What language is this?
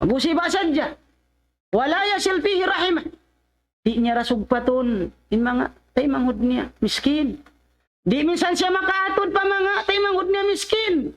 Tausug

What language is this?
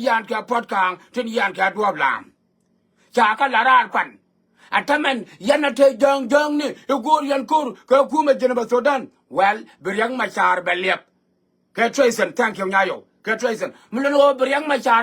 Nuer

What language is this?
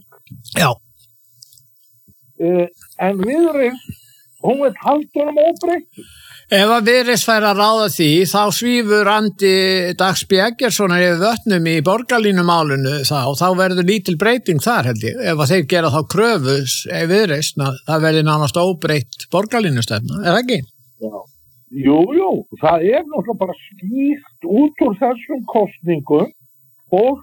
Icelandic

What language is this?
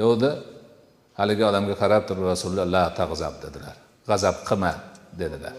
Uzbek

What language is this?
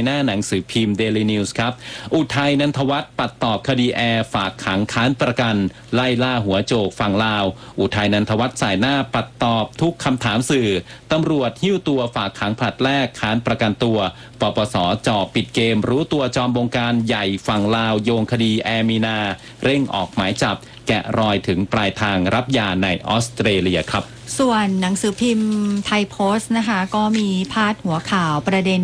Thai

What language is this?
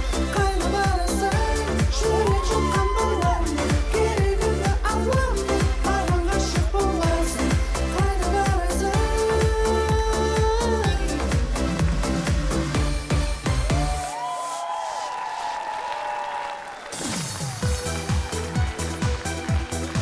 Kazakh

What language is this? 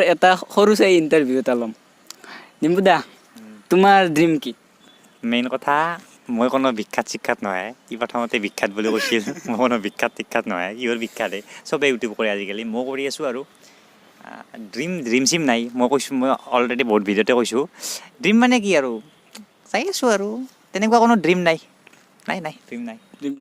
Assamese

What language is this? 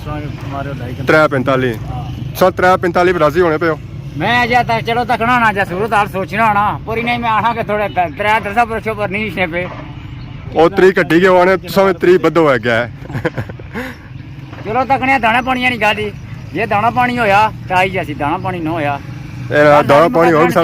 Pahari-Potwari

